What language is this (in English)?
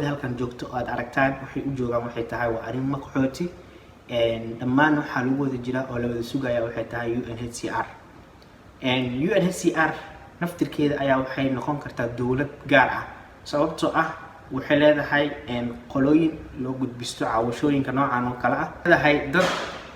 Somali